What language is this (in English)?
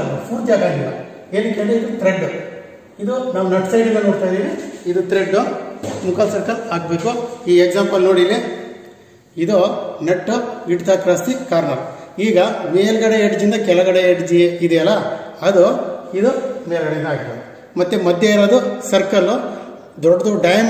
Kannada